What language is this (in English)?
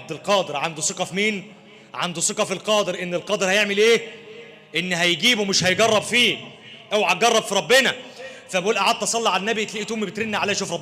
Egyptian Arabic